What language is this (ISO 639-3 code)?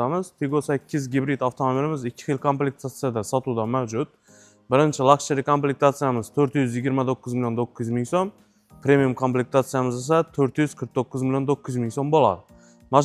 uzb